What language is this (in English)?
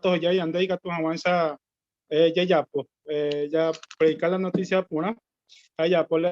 Guarani